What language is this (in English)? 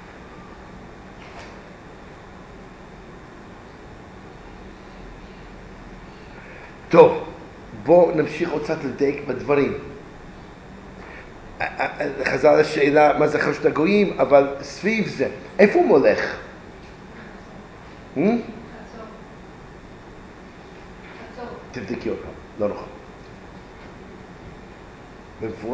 Hebrew